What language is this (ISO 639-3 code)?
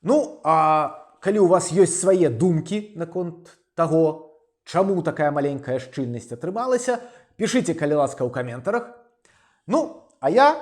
bel